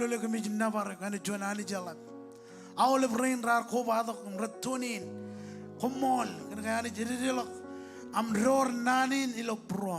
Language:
Marshallese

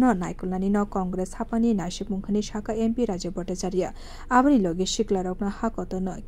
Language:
Kok Borok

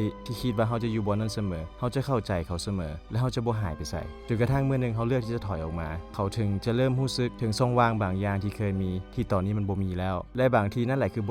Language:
Lao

